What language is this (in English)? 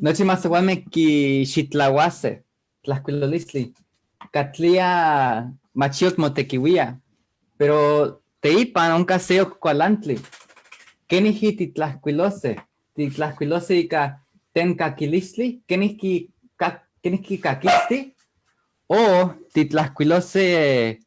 Eastern Huasteca Nahuatl